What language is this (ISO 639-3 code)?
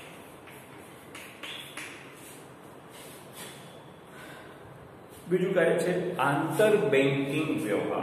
guj